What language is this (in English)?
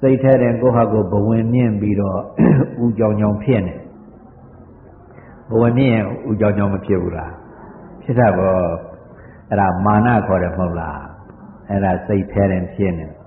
Burmese